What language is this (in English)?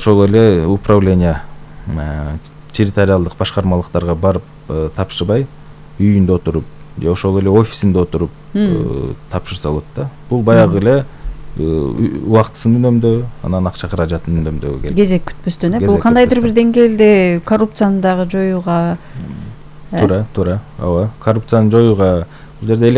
Kyrgyz